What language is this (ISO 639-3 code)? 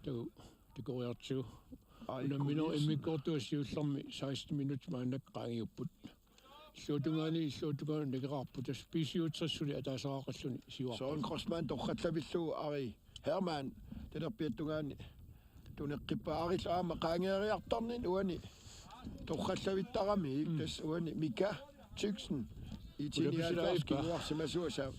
kal